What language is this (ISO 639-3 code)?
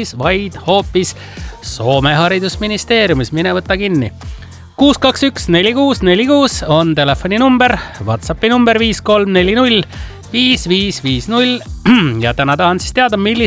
est